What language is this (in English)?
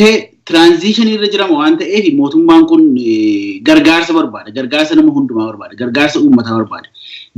Oromo